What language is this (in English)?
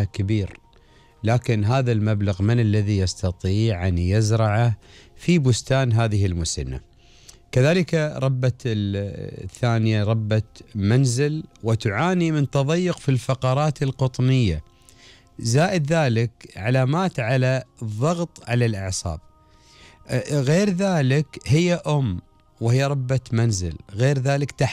Gulf Arabic